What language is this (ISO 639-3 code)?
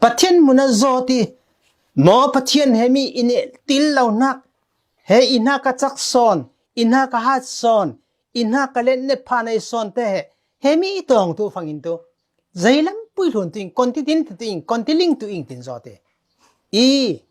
cfm